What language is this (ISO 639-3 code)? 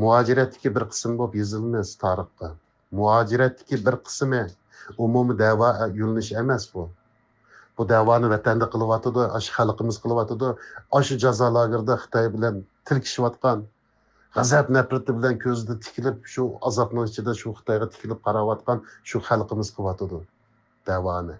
uig